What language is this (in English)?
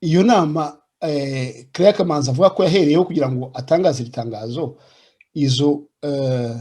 Kinyarwanda